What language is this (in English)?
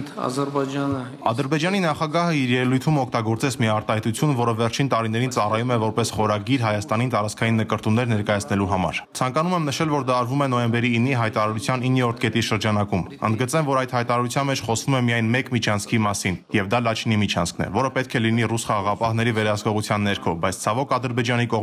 Armenian